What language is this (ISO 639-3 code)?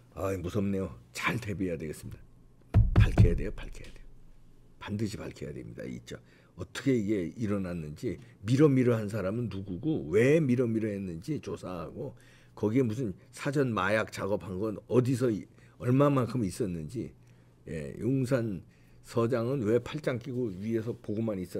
kor